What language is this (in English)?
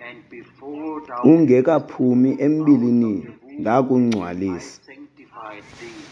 Xhosa